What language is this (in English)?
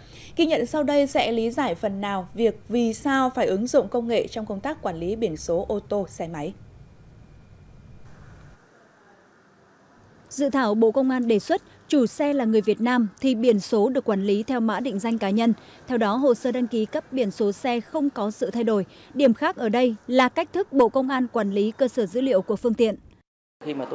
Vietnamese